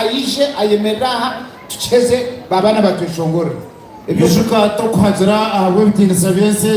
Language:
Nyankole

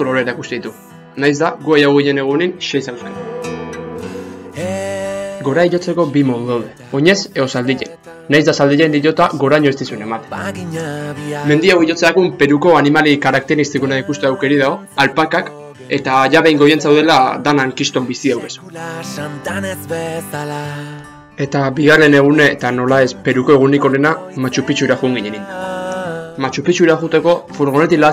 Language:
Basque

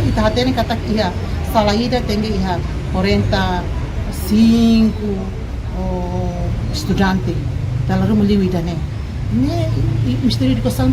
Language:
Tetum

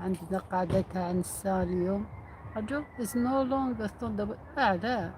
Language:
Algerian Arabic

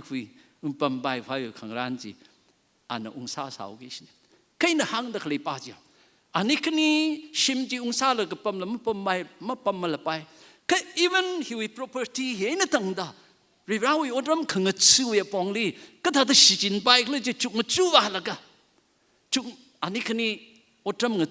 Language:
Tangkhul Naga (India)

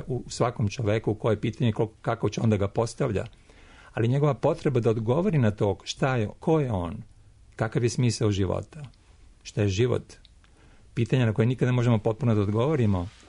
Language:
Serbian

